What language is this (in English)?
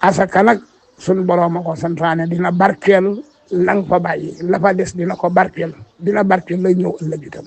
Wolof